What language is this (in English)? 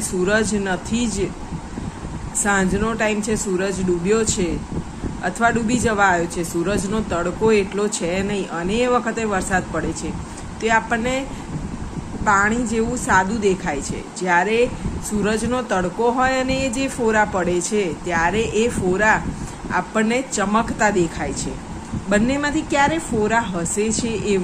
Gujarati